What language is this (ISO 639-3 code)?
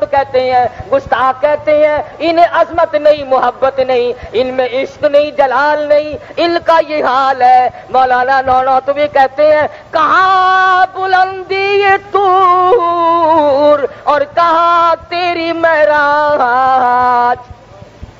urd